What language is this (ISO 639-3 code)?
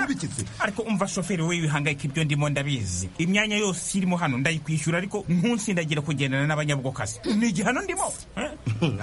kin